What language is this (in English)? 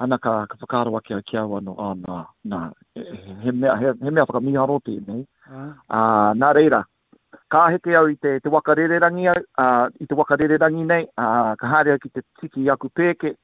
Māori